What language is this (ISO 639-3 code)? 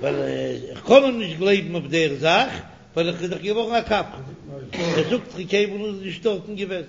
yid